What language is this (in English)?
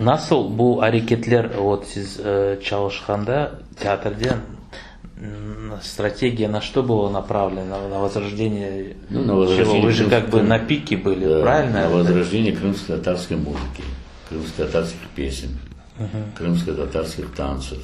Crimean Tatar